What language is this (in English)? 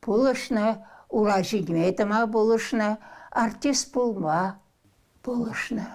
Chuvash